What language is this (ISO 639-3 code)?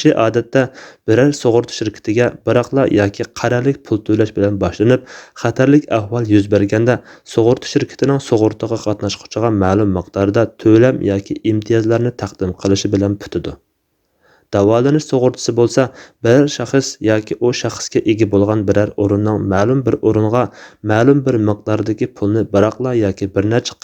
uig